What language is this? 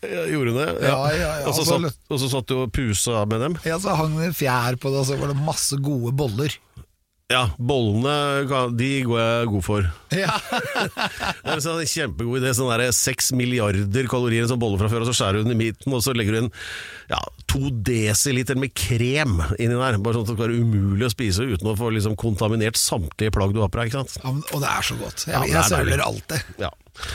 Norwegian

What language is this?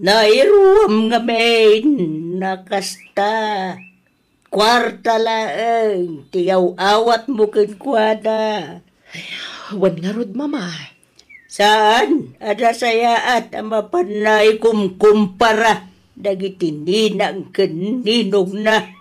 Iloko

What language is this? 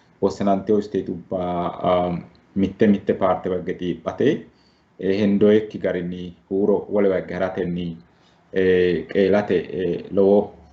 Sidamo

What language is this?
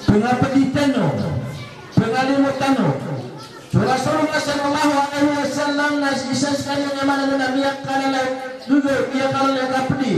Maranao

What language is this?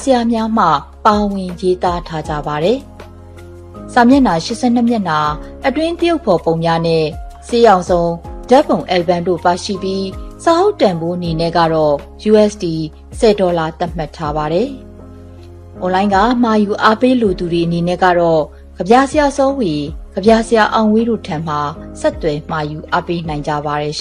Burmese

